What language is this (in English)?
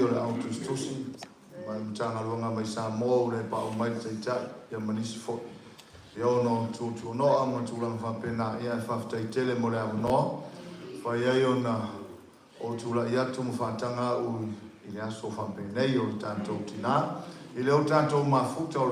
Samoan